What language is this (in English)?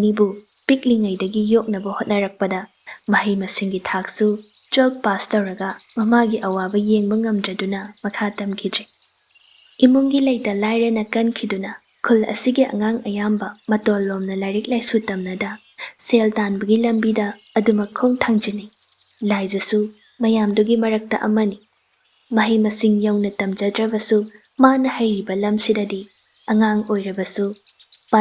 Manipuri